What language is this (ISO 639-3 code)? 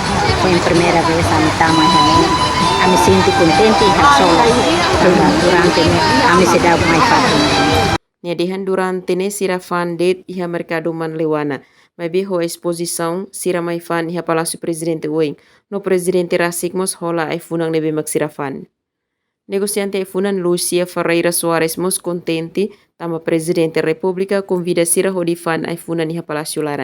tet